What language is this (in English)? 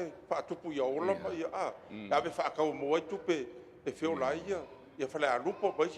Samoan